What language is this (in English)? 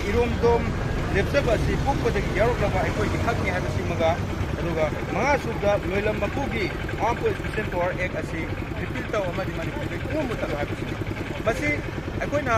Manipuri